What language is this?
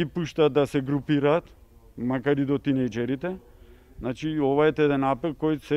Macedonian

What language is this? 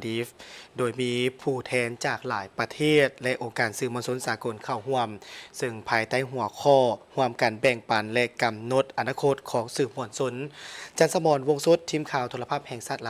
Lao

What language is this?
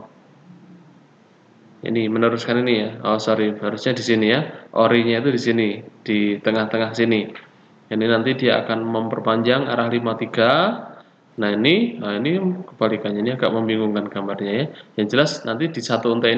Indonesian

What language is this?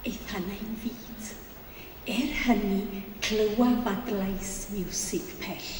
Welsh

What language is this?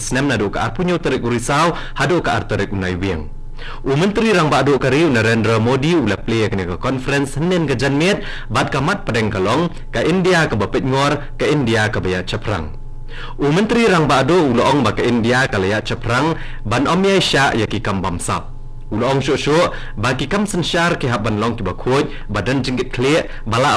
Khasi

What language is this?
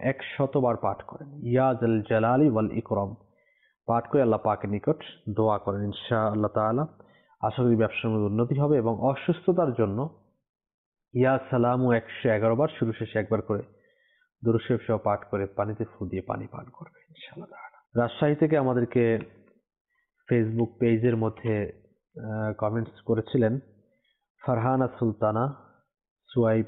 Bangla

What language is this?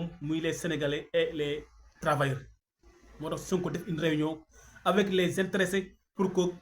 Wolof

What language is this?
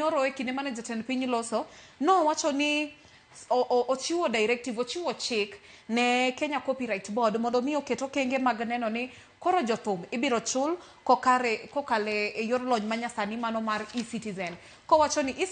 Luo (Kenya and Tanzania)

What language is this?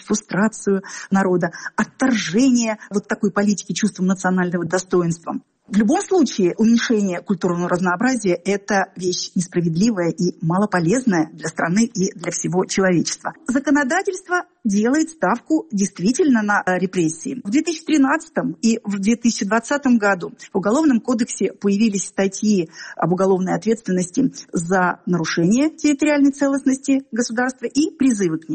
Russian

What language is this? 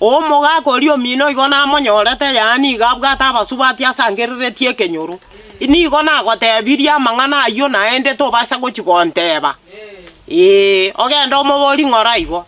Gusii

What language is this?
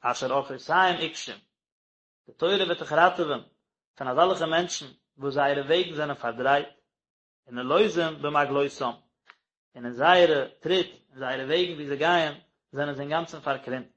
Yiddish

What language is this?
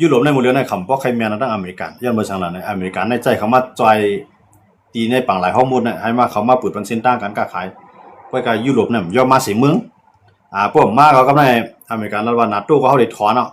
Shan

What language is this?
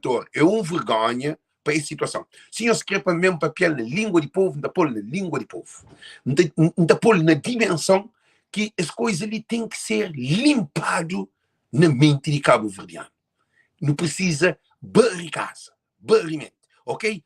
Kabuverdianu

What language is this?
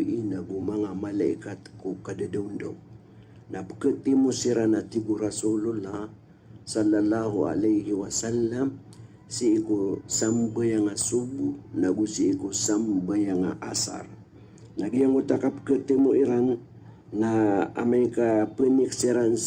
Maranao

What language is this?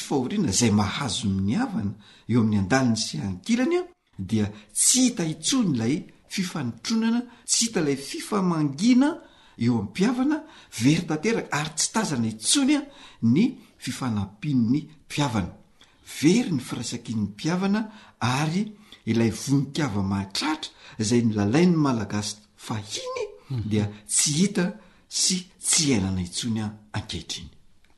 Malagasy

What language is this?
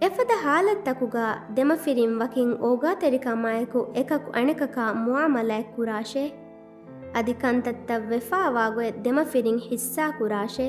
Divehi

